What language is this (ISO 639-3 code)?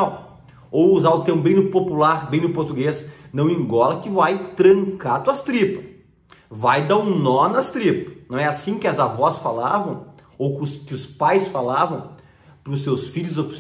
por